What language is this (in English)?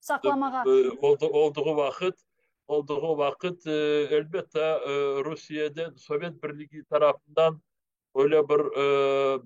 Crimean Tatar